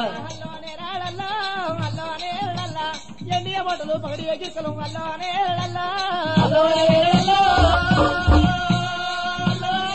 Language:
Telugu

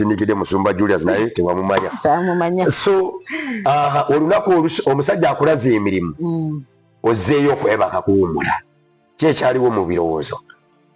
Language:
Ganda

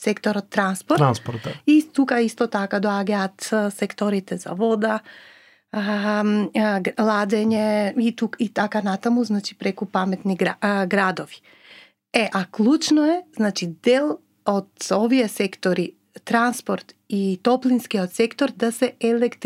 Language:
Macedonian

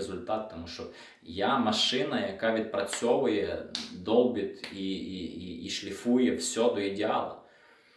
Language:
Ukrainian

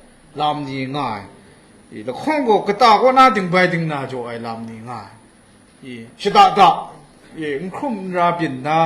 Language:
Kachin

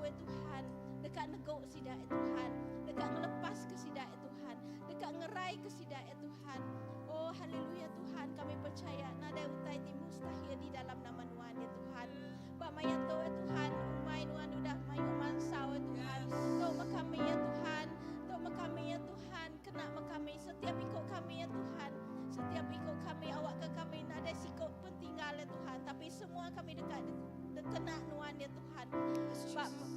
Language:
Iban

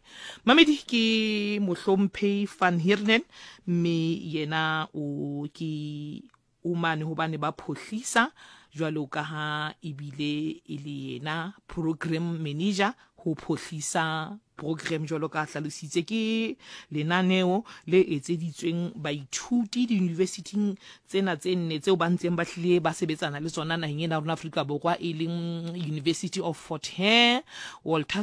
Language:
Southern Sotho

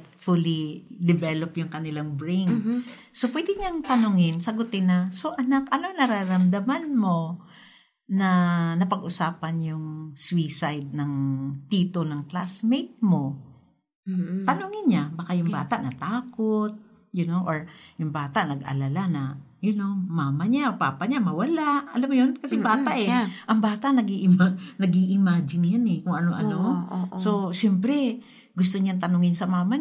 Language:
Filipino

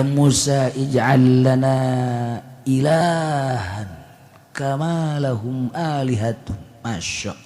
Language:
Sundanese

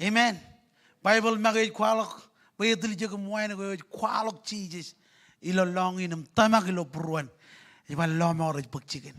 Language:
Marshallese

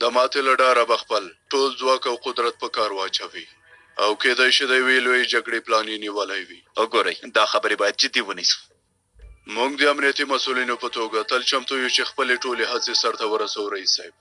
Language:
Pashto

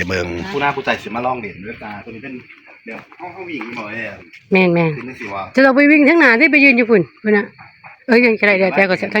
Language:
Northeastern Thai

